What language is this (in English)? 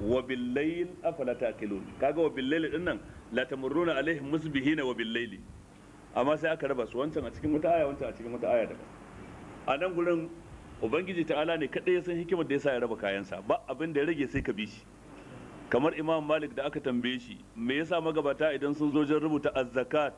Hausa